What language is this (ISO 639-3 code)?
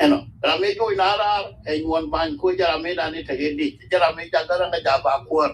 nus